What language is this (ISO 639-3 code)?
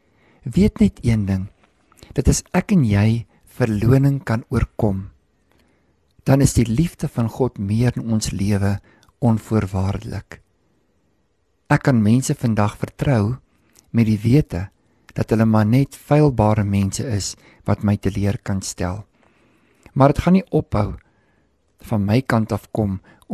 afr